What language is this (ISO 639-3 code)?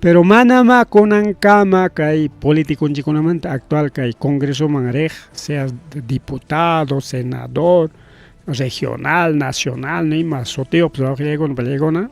quy